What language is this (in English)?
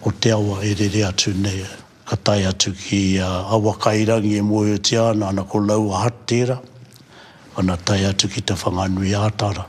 Māori